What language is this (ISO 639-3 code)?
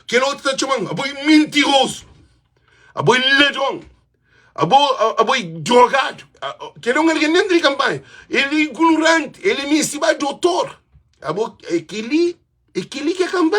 kea